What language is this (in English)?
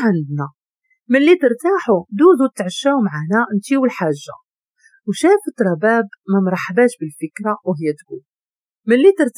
Moroccan Arabic